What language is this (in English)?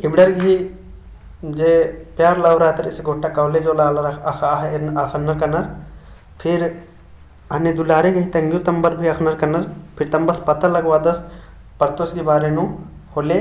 Kurukh